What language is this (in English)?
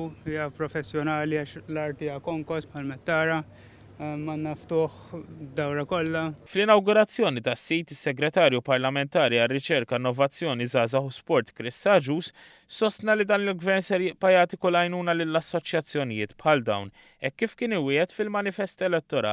Maltese